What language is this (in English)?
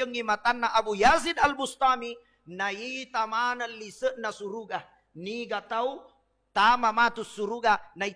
Buginese